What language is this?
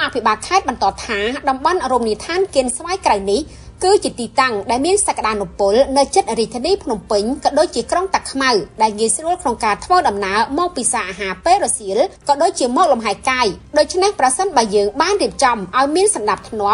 Khmer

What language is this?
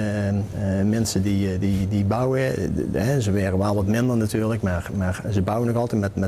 Limburgish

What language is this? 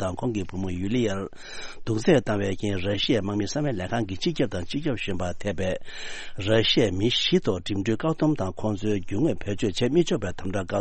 Tibetan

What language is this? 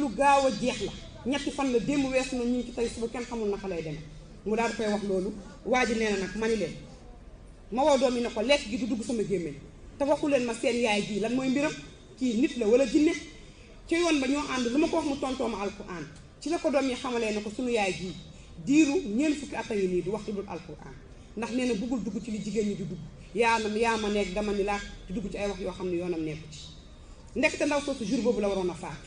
Wolof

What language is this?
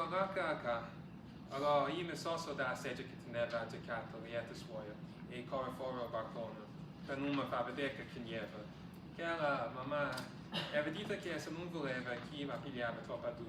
Neapolitan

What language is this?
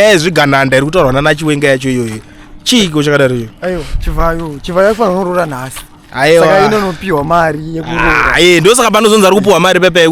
Shona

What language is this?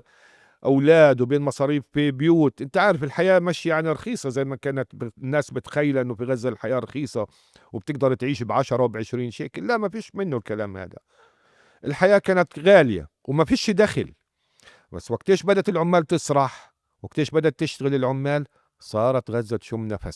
North Levantine Arabic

